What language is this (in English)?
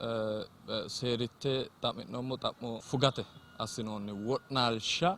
Sidamo